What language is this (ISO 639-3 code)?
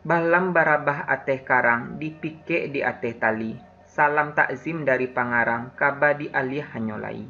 min